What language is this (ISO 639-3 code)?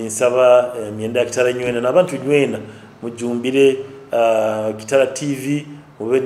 nyo